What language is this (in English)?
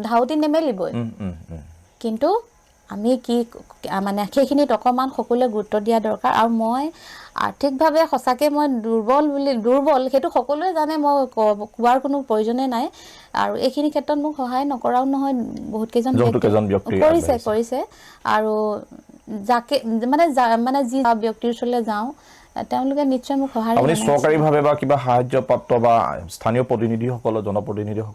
Assamese